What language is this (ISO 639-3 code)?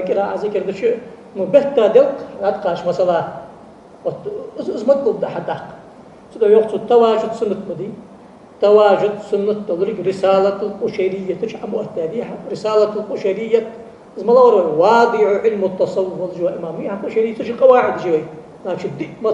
inh